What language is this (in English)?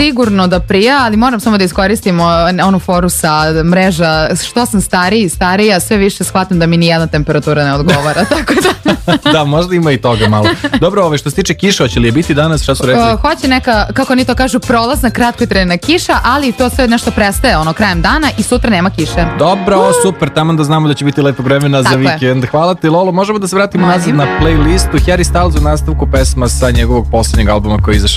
Serbian